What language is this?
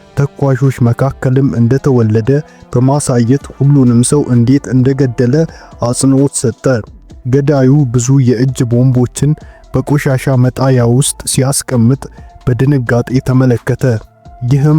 Amharic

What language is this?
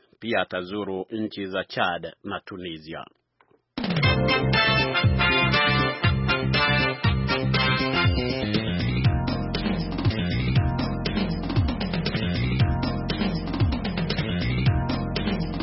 Swahili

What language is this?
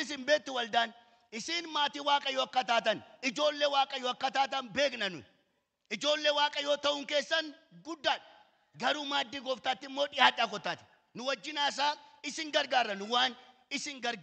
Oromo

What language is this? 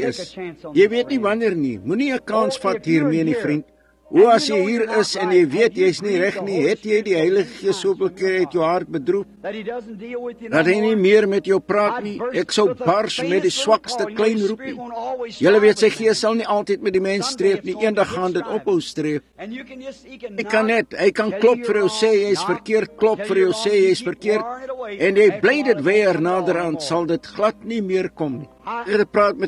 Afrikaans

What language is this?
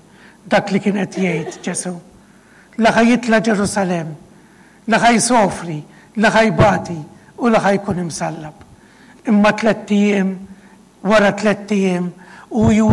Maltese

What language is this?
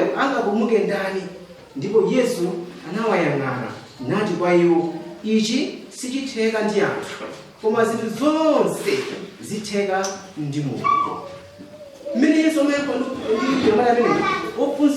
Nyanja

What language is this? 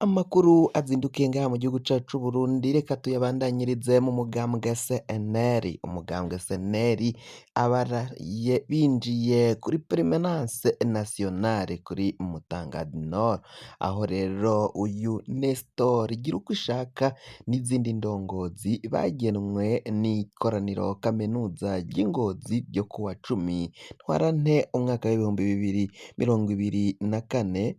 Rundi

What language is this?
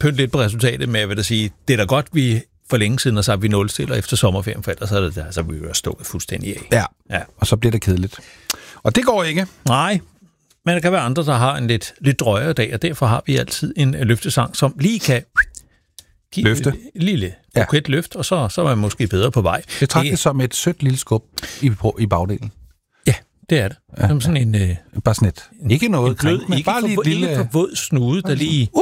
Danish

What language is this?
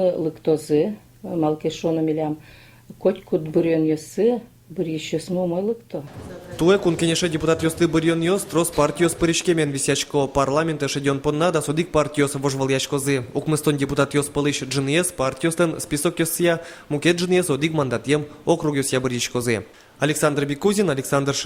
Udmurt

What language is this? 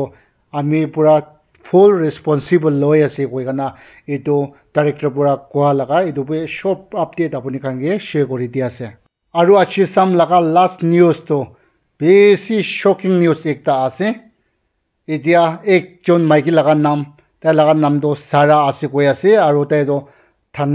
Naga Pidgin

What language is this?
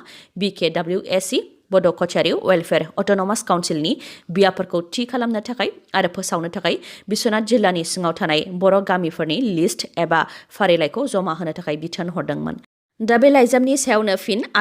Bodo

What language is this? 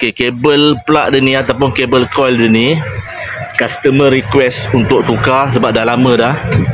Malay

